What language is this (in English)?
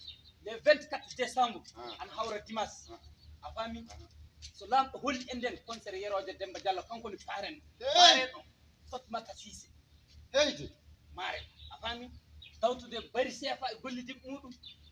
Fula